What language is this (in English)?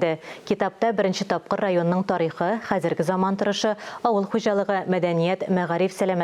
Tatar